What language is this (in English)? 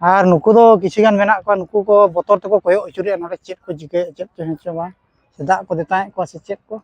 Santali